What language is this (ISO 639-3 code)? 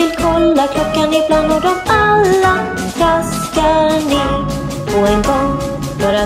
swe